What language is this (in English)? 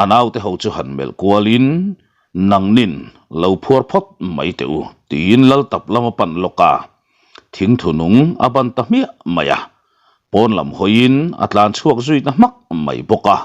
Mizo